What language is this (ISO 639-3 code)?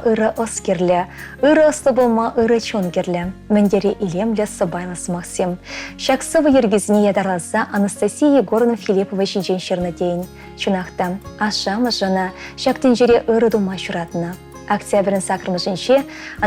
chv